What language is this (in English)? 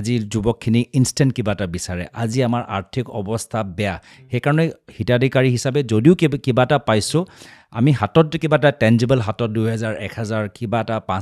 Assamese